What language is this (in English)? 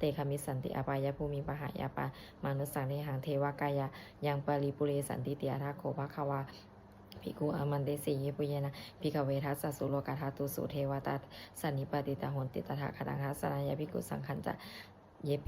Pali